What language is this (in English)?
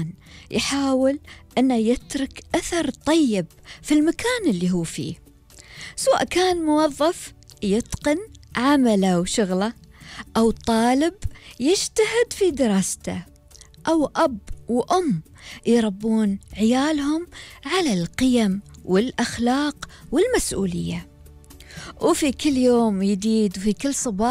Gulf Arabic